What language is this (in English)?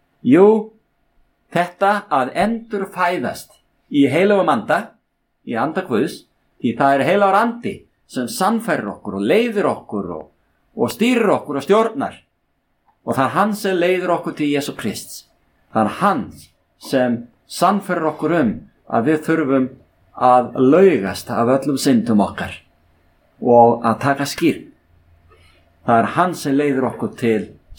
Icelandic